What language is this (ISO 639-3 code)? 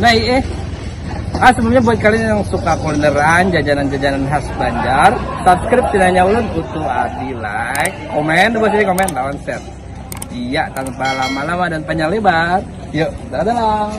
bjn